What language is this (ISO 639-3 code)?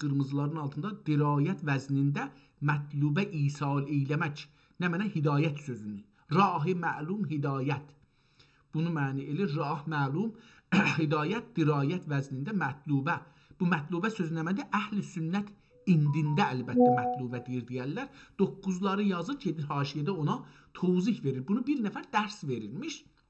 azb